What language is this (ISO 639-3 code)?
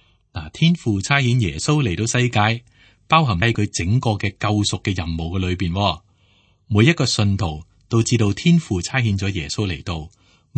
yue